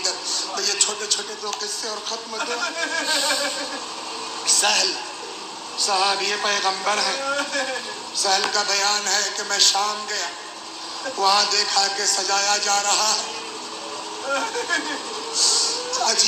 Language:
Urdu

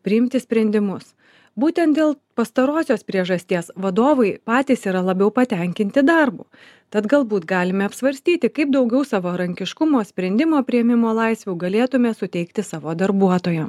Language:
Lithuanian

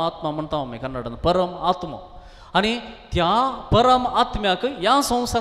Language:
Konkani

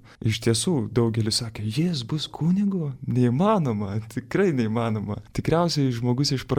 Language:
Lithuanian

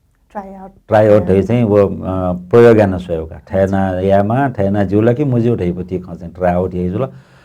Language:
Newari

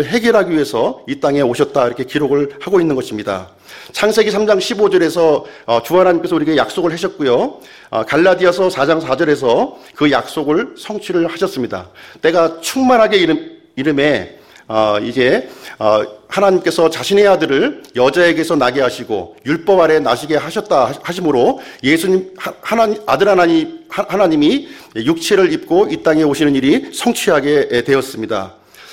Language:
Korean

